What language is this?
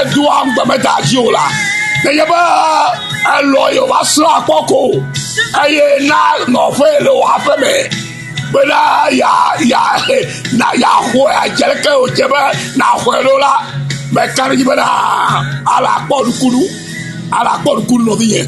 Ewe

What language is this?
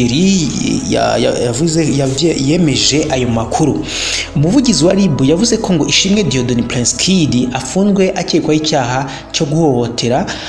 Kinyarwanda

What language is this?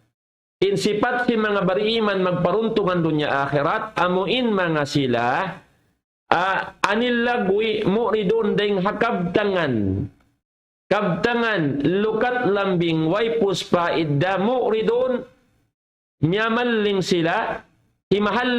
Tausug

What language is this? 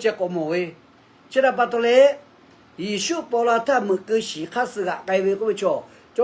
Lahu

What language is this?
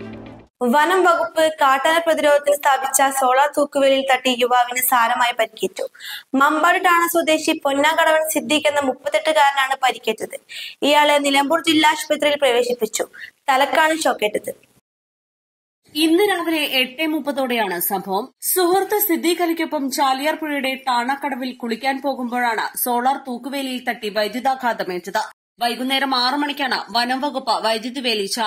Malayalam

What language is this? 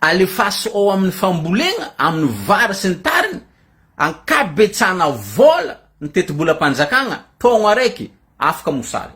Malagasy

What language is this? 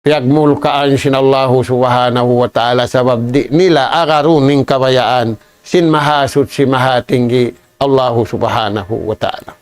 Tausug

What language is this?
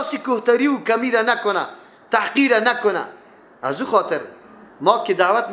Persian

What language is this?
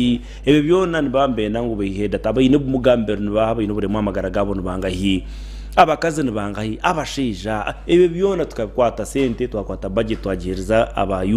Nyankole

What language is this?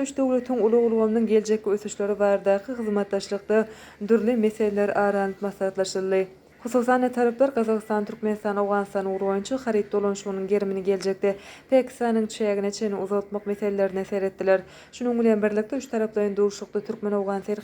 Turkmen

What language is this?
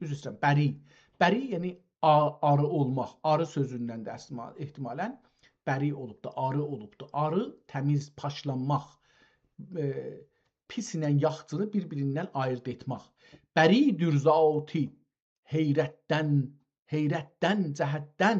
South Azerbaijani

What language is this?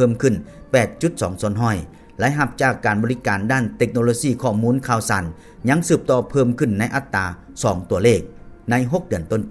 Lao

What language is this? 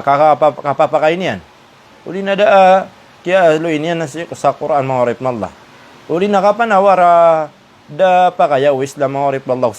Maranao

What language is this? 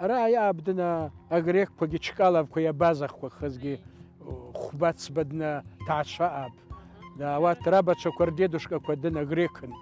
Abkhazian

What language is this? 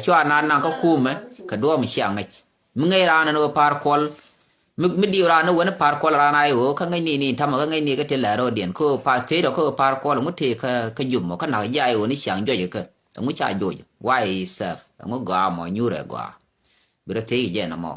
Nuer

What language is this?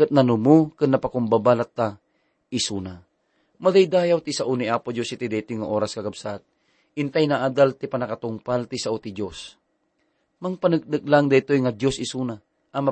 Iloko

